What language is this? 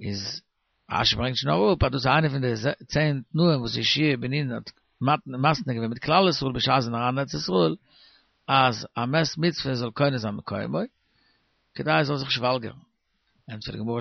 Yiddish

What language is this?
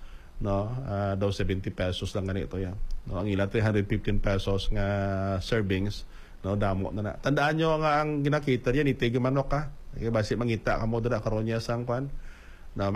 Hiligaynon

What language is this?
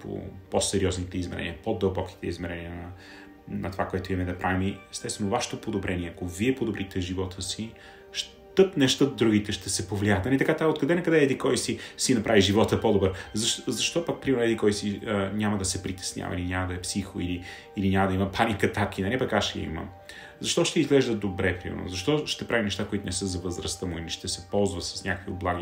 Bulgarian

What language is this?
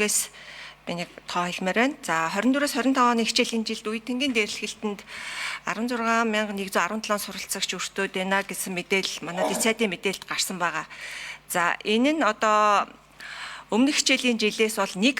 Mongolian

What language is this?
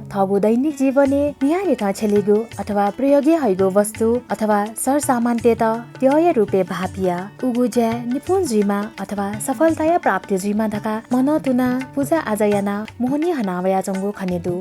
Newari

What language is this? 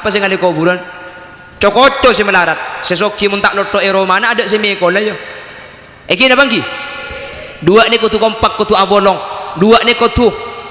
Madurese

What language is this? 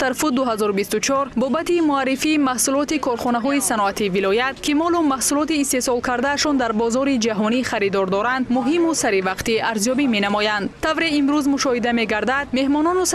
Tajik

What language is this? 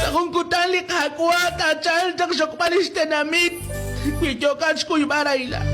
Kekchí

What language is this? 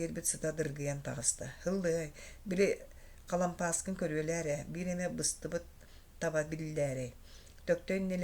Yakut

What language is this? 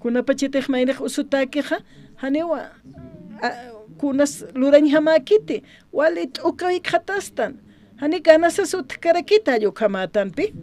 Aymara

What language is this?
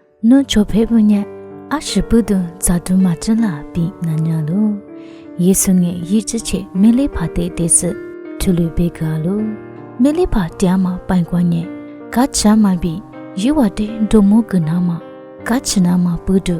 Lisu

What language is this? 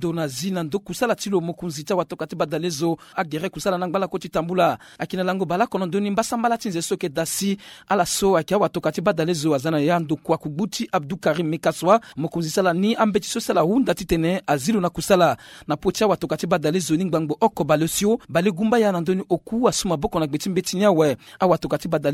Sango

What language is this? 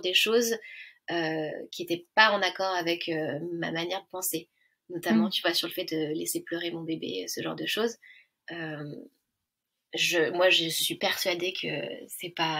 French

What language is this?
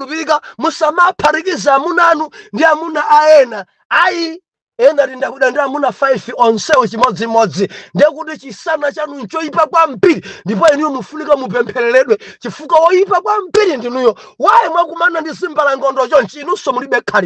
Nyanja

